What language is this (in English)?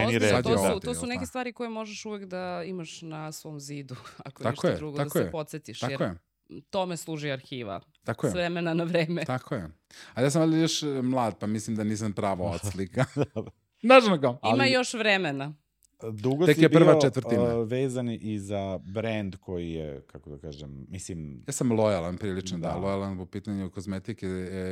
Serbian